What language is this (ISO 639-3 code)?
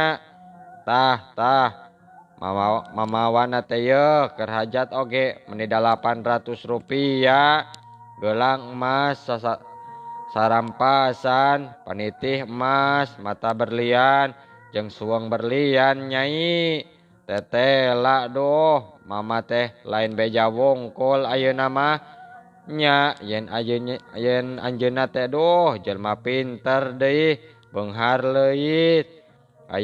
sun